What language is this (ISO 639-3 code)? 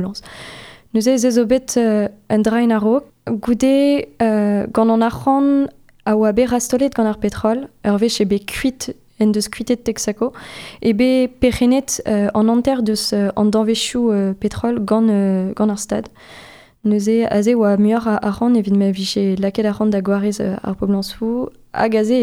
bre